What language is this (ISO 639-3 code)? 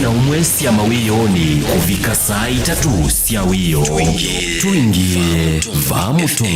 kam